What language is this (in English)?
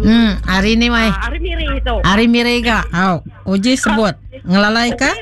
Iban